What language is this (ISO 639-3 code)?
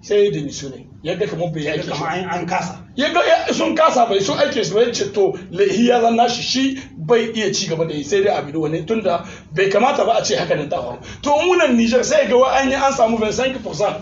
hau